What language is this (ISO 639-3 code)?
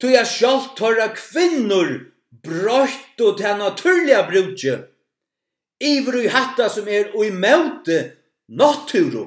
fao